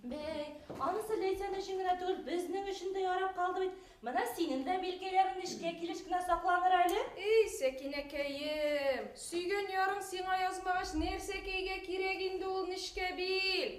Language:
Bashkir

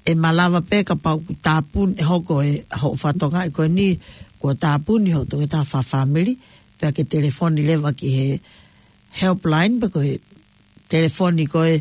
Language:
Tongan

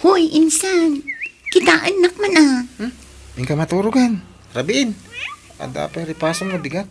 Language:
Iloko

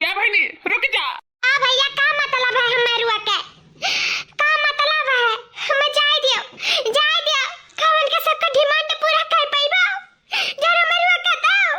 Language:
Awadhi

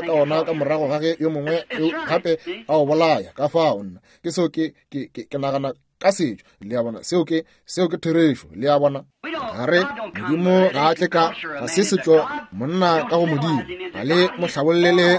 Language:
Northern Sotho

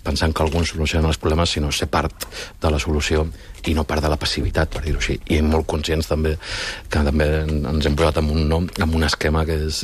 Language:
Catalan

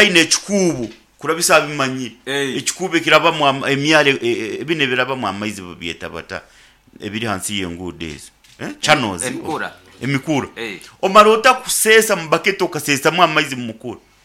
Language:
Nyoro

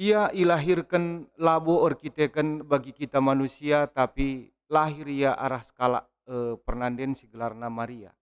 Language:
Batak Karo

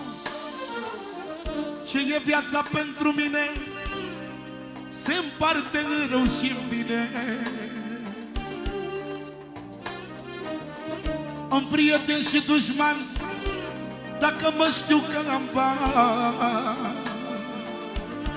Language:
Romanian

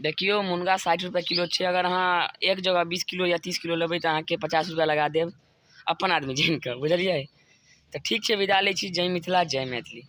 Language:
Maithili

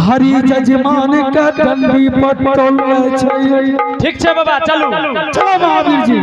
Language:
Angika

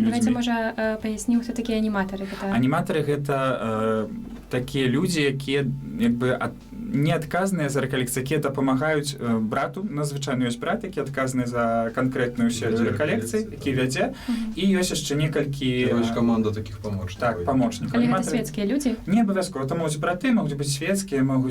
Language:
Belarusian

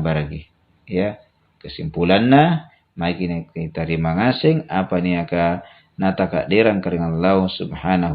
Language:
Makasar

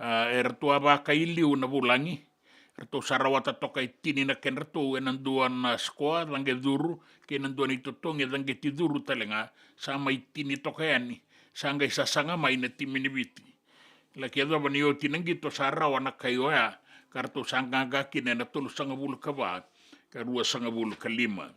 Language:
Fijian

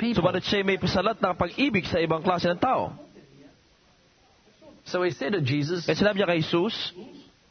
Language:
Filipino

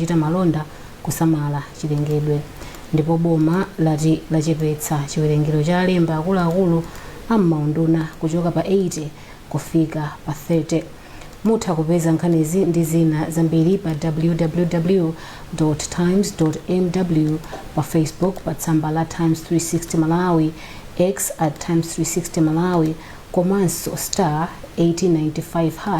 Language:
Nyanja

